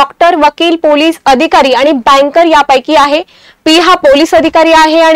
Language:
Marathi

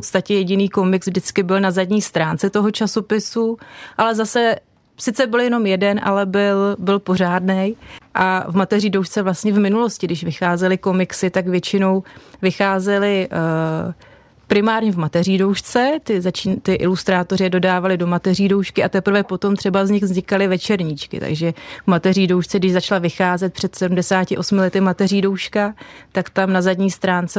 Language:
Czech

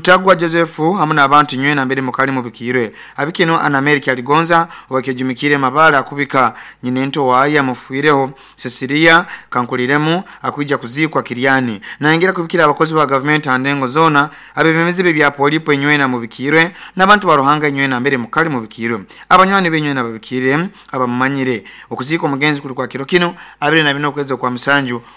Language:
Nyoro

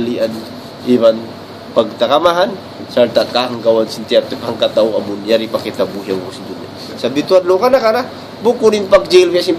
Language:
Tausug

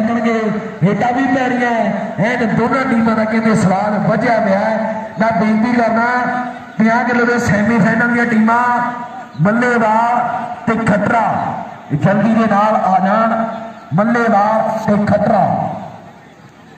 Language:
Punjabi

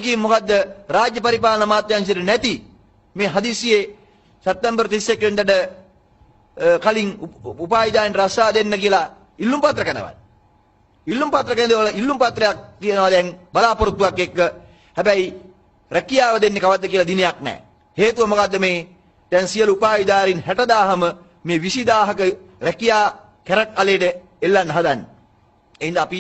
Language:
Sinhala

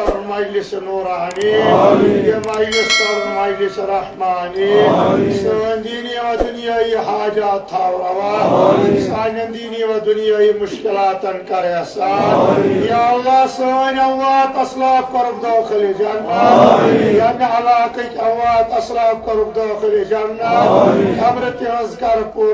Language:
Kashmiri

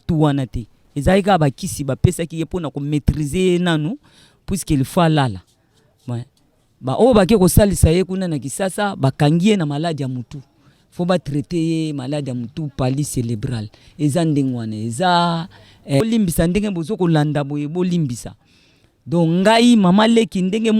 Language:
Lingala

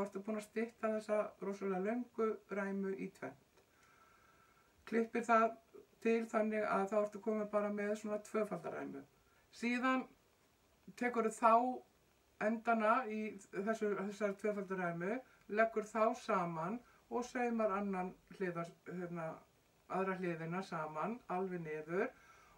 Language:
Icelandic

